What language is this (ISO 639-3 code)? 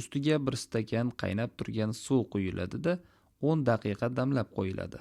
uzb